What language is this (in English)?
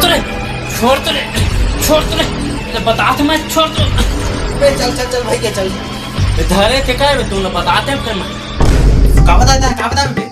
Chhattisgarhi